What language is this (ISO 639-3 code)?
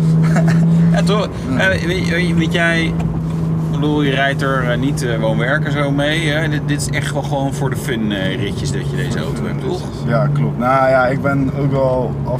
nld